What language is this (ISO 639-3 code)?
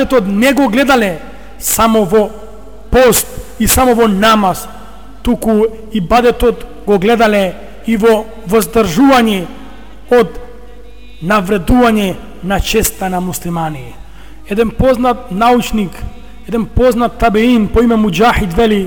mkd